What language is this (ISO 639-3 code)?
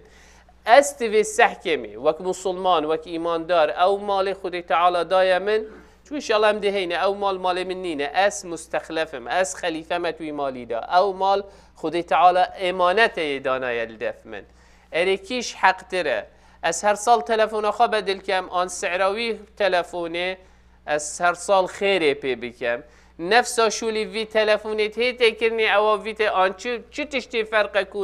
kur